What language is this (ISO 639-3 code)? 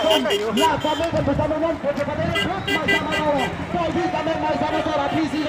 mjw